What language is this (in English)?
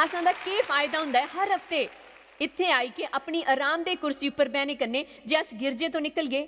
Dogri